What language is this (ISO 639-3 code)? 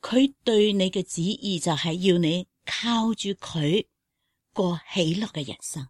yue